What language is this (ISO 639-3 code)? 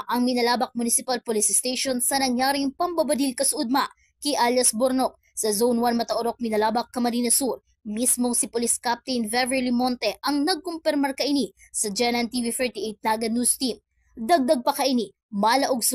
bik